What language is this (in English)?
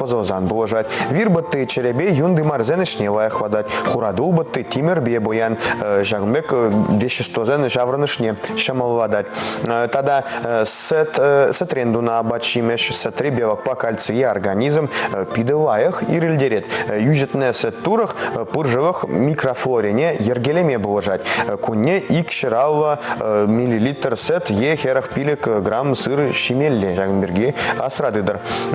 Chuvash